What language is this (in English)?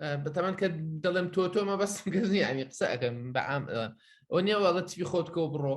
Central Kurdish